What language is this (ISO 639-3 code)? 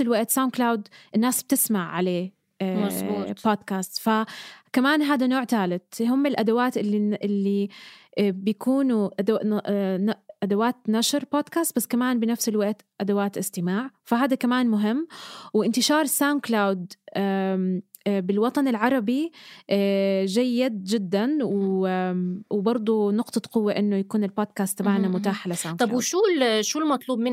apc